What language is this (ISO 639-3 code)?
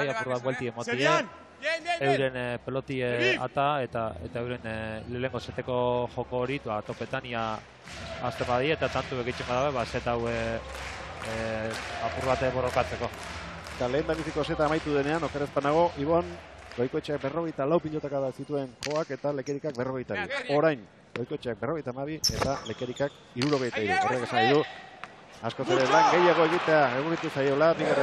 eus